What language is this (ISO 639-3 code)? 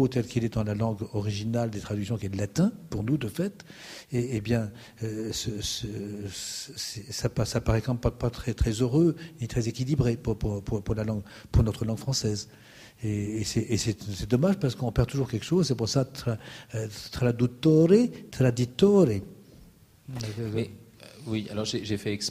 fra